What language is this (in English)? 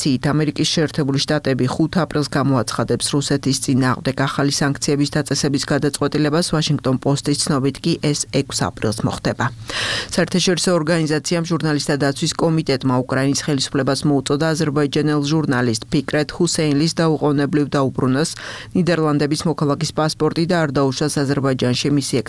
Georgian